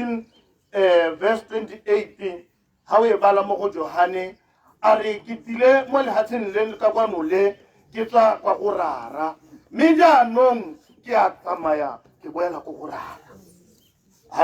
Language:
Tswana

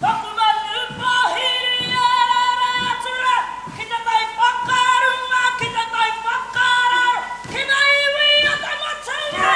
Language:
Māori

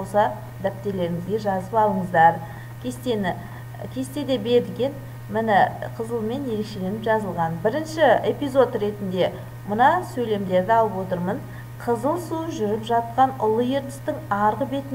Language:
Kazakh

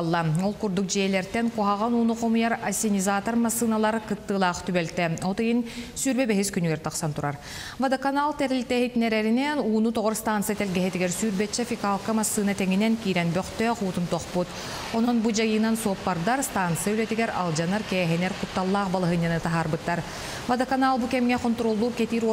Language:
Yakut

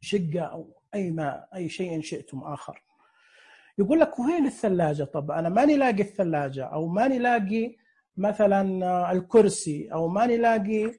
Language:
Najdi Arabic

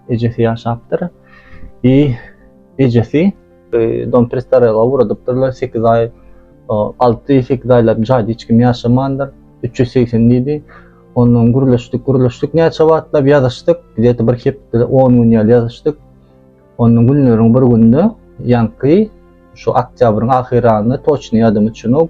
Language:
Turkmen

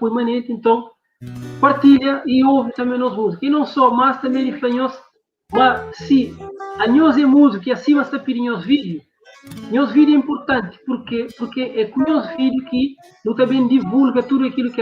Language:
Kabuverdianu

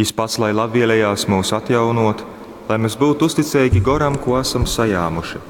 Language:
Latgalian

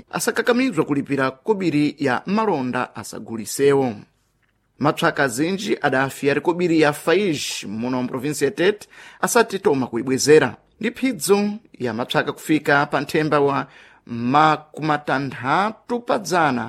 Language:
Sena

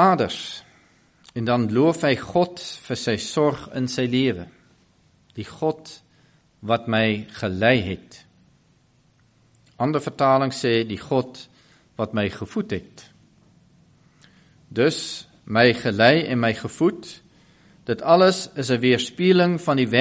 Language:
Afrikaans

